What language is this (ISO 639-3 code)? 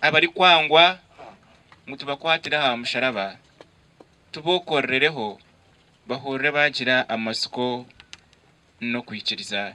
nyn